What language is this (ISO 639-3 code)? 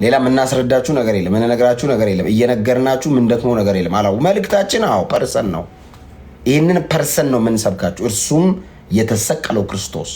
amh